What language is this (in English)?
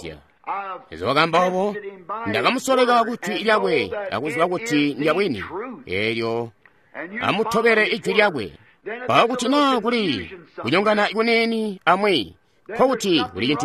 Tonga (Zambia)